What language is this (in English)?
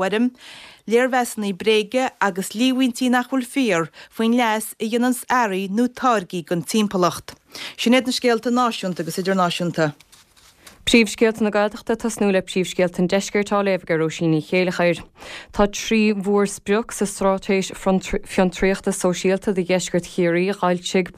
Irish